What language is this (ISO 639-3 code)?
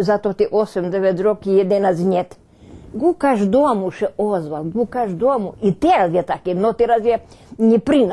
rue